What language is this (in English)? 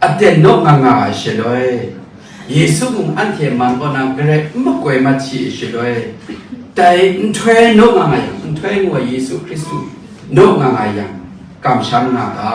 Kachin